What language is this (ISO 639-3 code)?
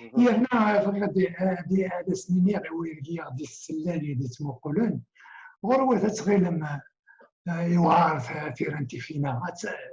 kab